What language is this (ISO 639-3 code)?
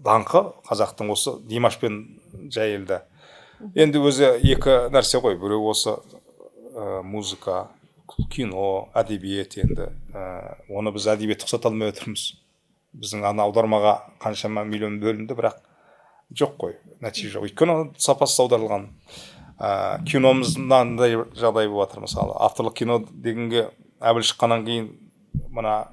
kaz